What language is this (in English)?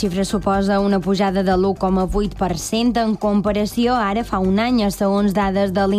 Catalan